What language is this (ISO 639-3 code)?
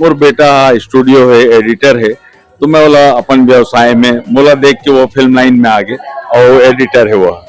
hne